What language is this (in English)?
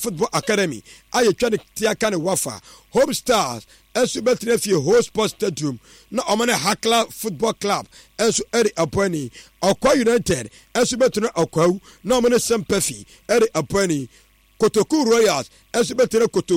Akan